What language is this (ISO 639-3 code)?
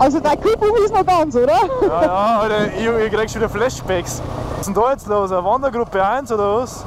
bar